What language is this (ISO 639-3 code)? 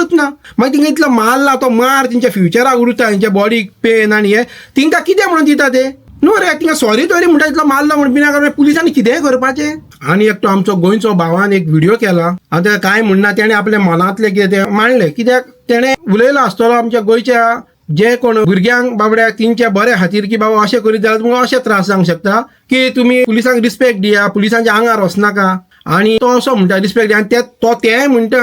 kok